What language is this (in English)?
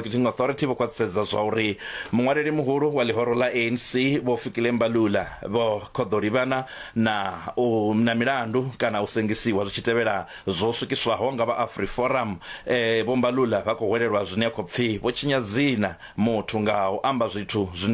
Venda